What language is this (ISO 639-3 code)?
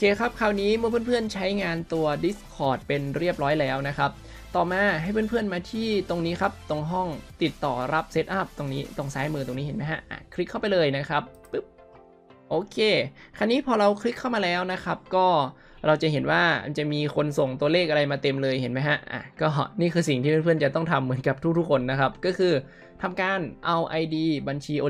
tha